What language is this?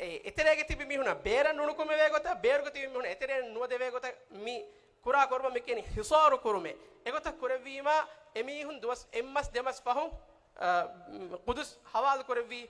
Divehi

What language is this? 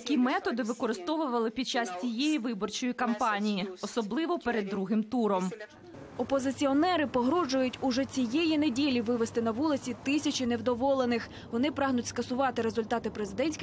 Ukrainian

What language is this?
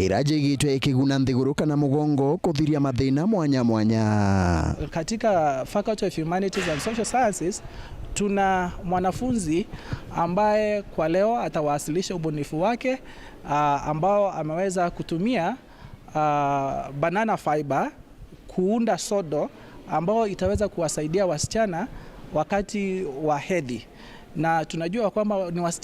Meru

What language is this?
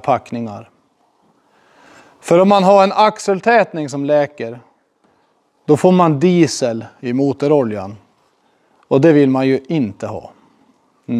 Swedish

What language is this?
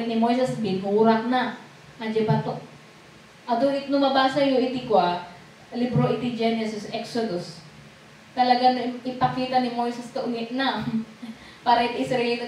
Iloko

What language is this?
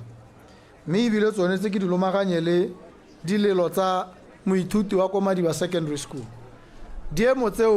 Tswana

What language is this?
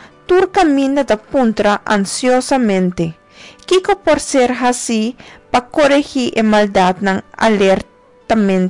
Papiamento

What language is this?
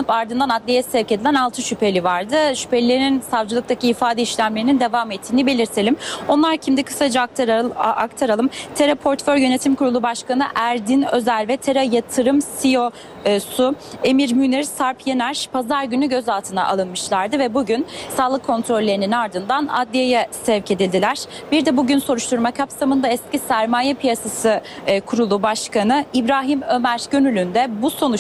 Turkish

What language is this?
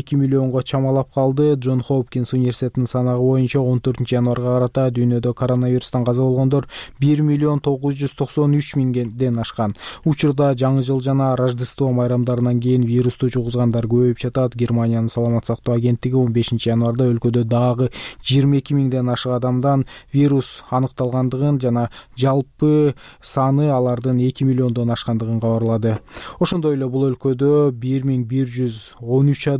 Kyrgyz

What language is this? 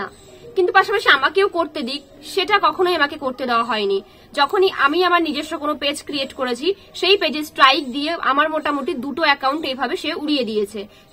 Bangla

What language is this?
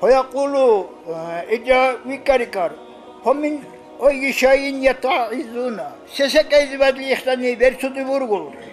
Dargwa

